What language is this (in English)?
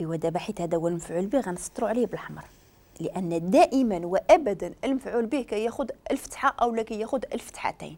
Moroccan Arabic